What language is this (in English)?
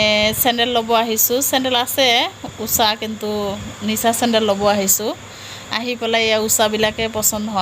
Assamese